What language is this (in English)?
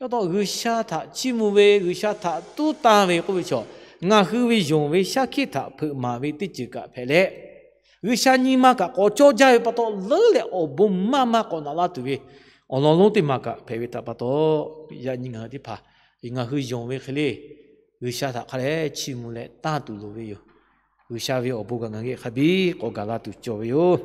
Lahu